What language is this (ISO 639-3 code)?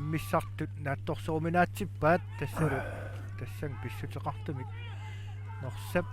kal